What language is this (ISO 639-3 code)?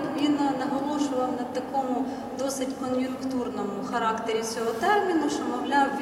ukr